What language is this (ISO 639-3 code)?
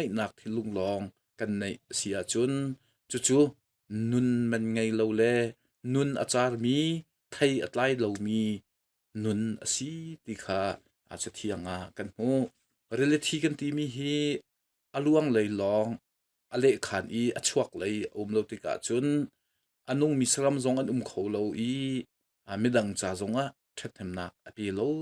cnh